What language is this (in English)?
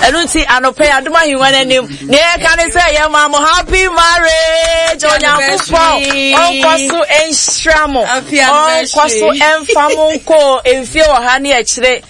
Akan